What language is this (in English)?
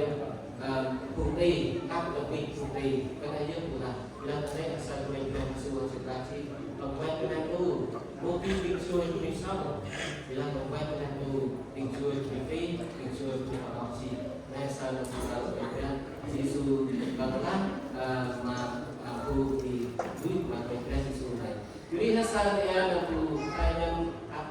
Central Mnong